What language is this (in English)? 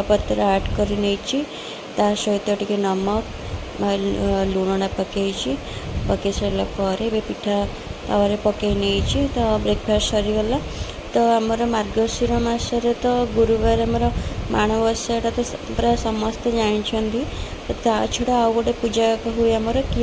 Odia